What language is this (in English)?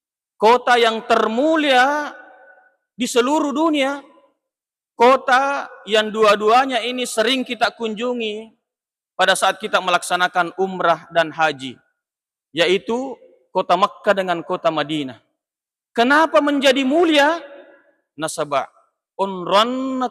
Buginese